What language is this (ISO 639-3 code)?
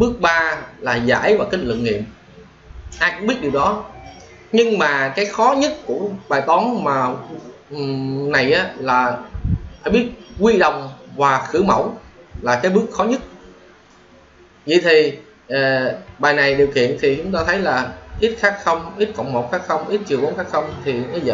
vie